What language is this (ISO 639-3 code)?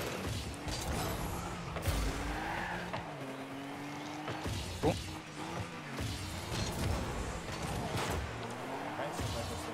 ita